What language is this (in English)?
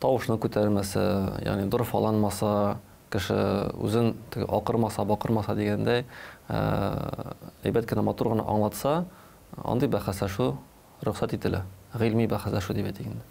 Tatar